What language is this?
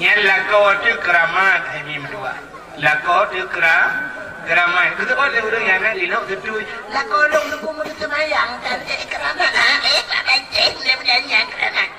Achinese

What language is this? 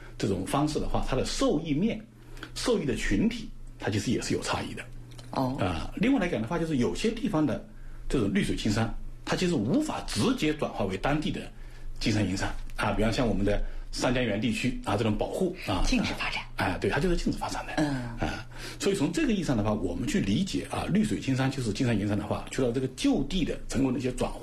Chinese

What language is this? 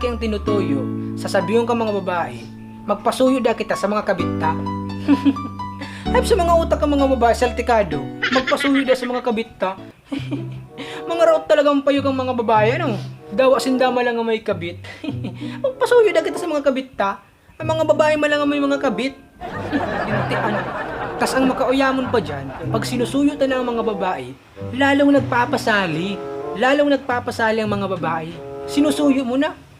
Bikol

